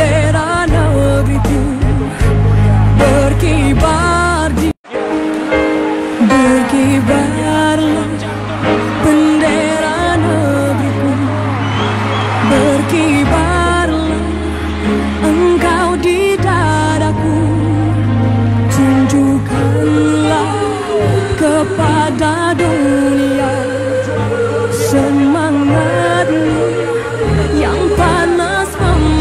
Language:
Indonesian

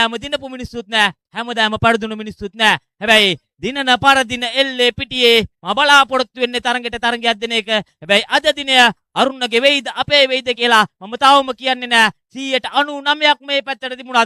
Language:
Sinhala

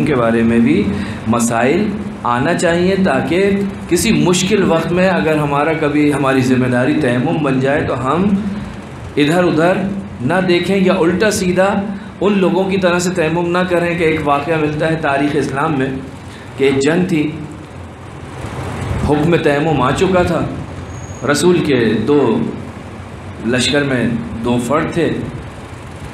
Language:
Urdu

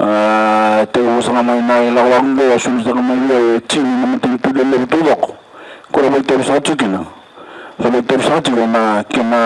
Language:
Fijian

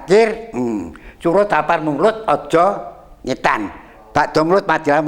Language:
Javanese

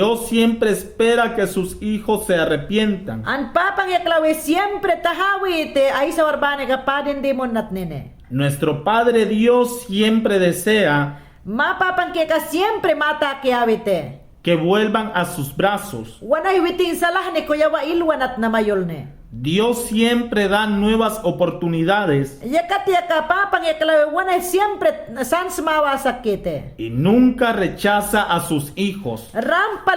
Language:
Mayangna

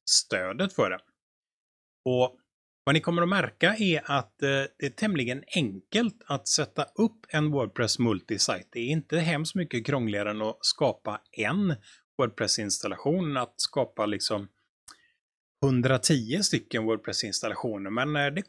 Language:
Swedish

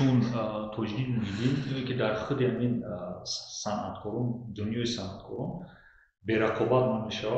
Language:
Tajik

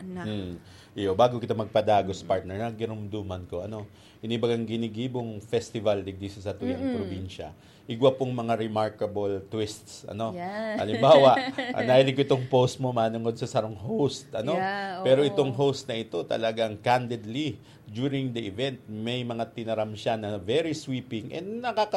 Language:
Bikol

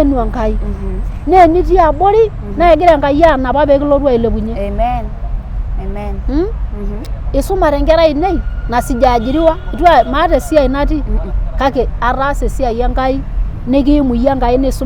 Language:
Masai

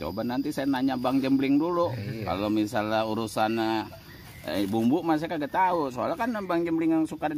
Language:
Betawi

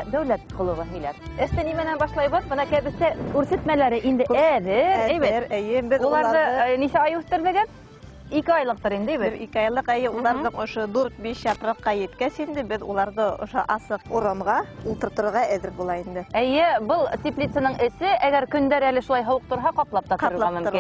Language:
Bashkir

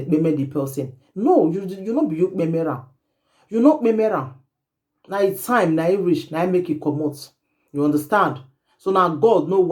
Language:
Nigerian Pidgin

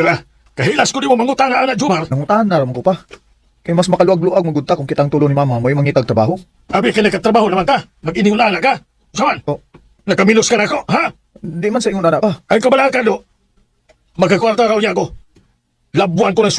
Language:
Cebuano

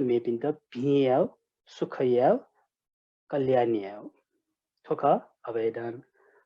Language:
Newari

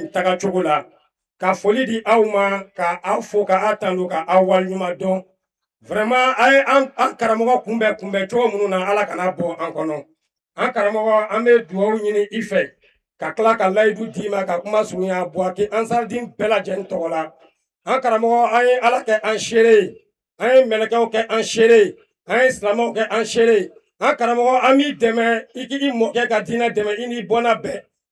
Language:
Bambara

